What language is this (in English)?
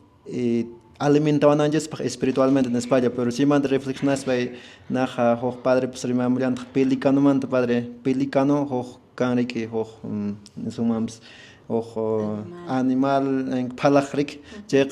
Quechua